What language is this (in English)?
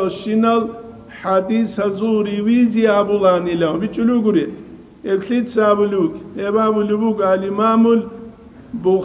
Avaric